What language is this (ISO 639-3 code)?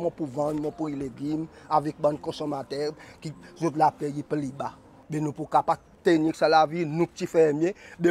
crs